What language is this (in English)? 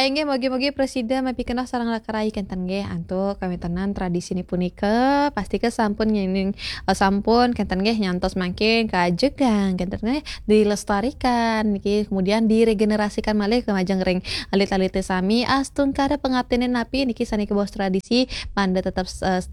Balinese